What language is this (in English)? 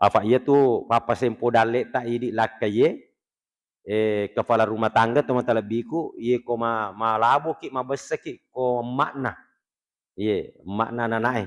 Buginese